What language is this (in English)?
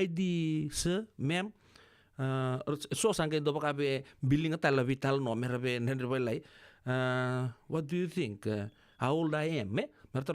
Fijian